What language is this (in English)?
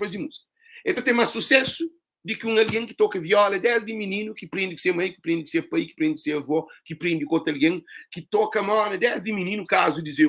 Kabuverdianu